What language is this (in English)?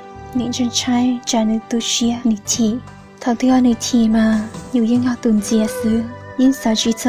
Hmong